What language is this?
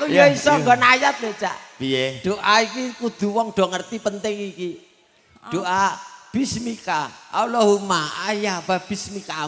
Javanese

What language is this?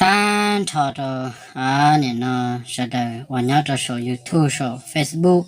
Hmong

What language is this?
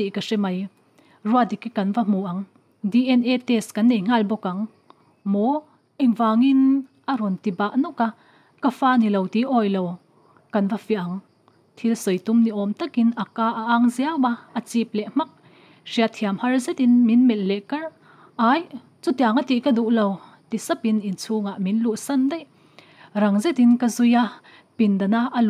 Mizo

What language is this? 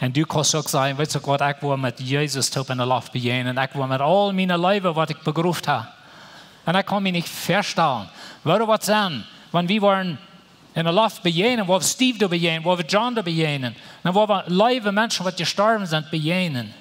Plautdietsch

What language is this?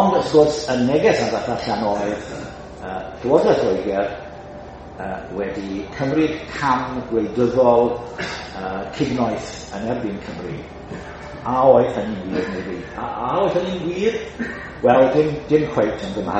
Welsh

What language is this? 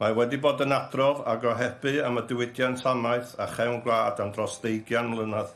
Welsh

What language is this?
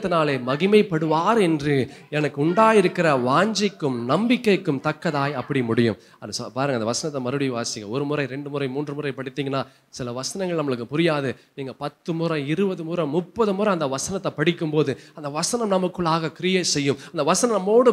Tamil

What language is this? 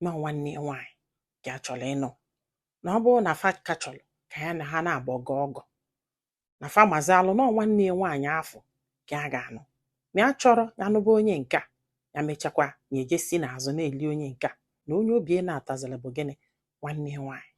Igbo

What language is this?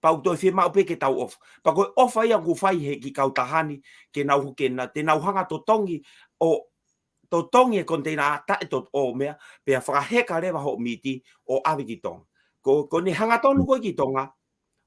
Tongan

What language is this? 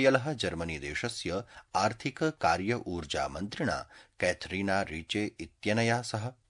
Sanskrit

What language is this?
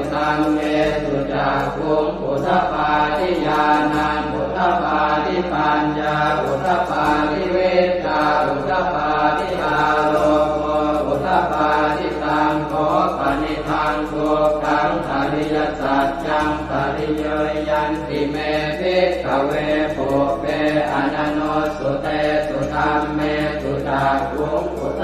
Pali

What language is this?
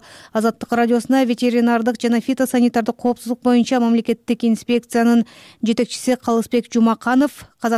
Kyrgyz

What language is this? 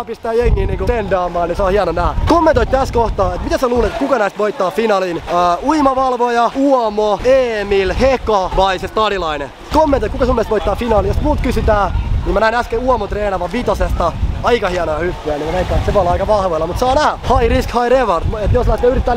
Finnish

